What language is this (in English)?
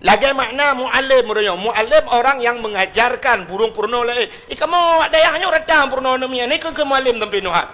Achinese